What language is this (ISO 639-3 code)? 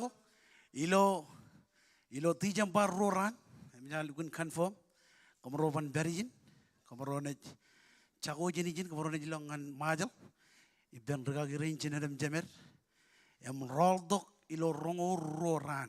mah